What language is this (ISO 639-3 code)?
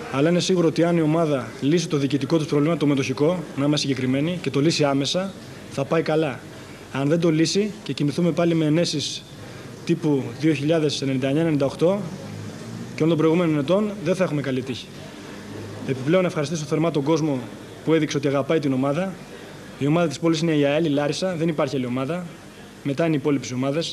ell